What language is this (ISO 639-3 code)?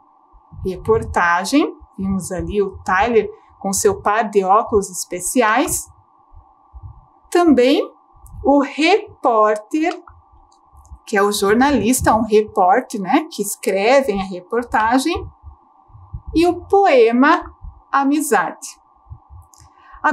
por